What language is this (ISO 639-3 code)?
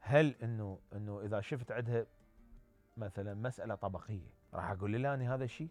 acm